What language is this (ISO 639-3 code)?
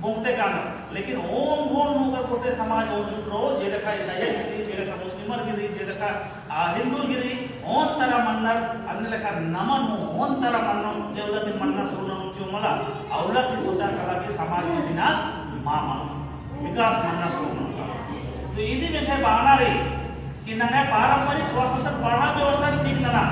kru